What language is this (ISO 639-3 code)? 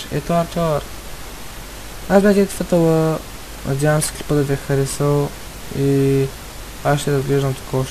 bul